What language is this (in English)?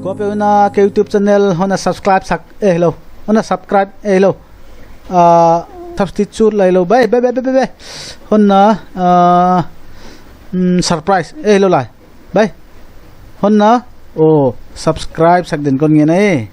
Paite Chin